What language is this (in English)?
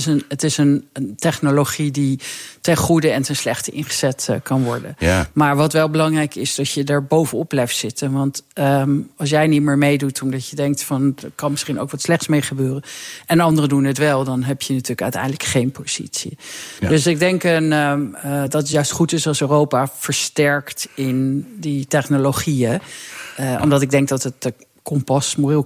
Dutch